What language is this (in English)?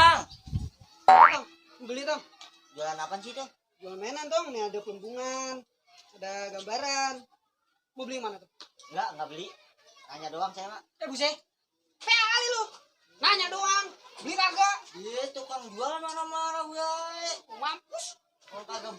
Betawi